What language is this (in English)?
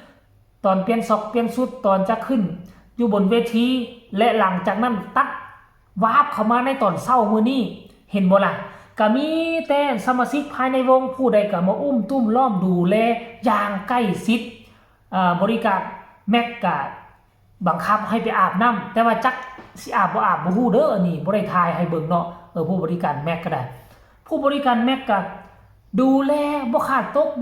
Northeastern Thai